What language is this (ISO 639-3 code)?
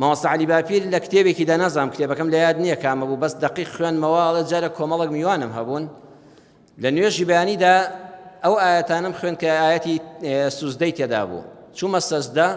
ckb